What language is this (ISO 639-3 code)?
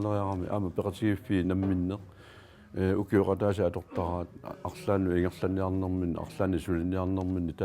kal